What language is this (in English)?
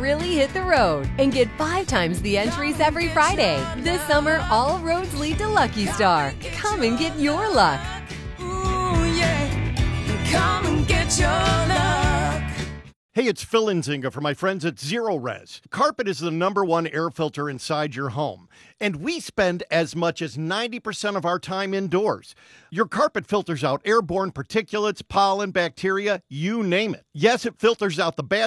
English